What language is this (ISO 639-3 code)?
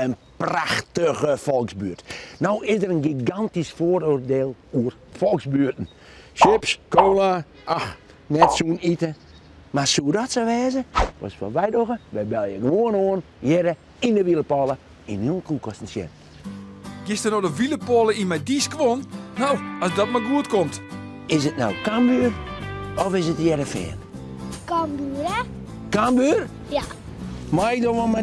fry